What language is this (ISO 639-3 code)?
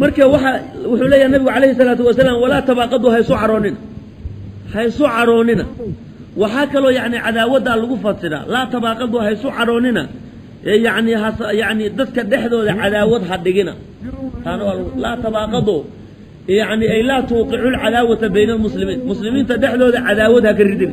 som